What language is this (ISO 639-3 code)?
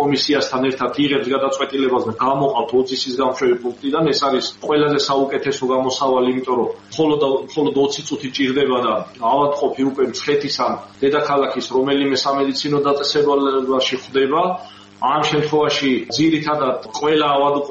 kat